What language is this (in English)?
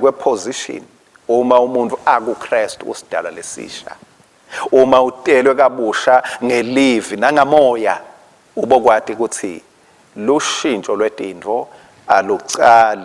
Swati